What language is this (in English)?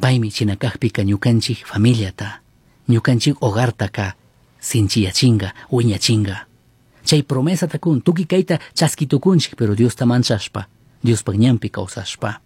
Chimborazo Highland Quichua